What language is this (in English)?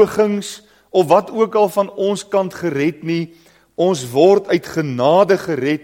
Afrikaans